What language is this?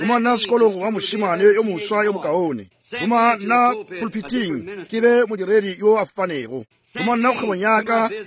Northern Sotho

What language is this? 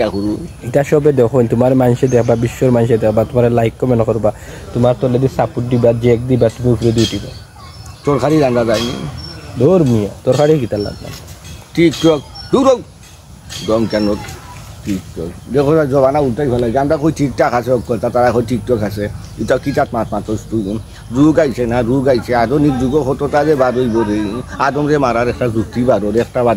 Sylheti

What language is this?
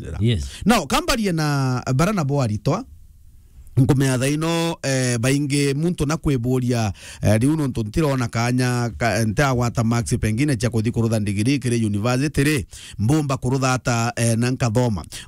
Meru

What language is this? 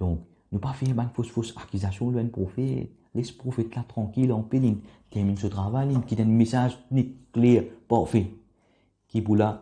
Morisyen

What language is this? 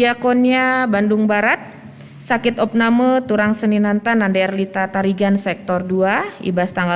Batak Karo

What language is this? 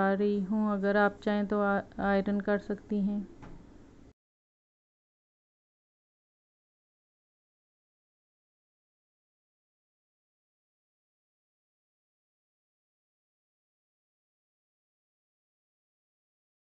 Hindi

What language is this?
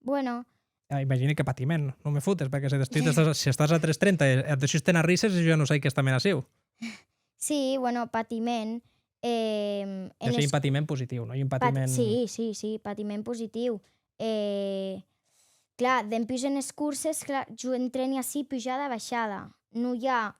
Occitan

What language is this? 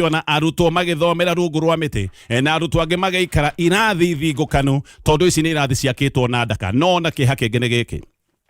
Kikuyu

